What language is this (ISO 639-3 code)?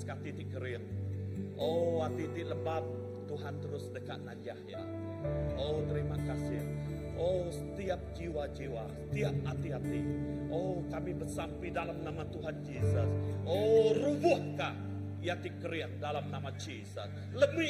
iba